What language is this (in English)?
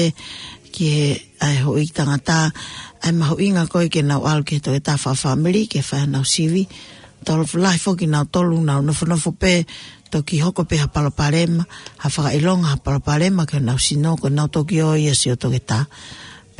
Tongan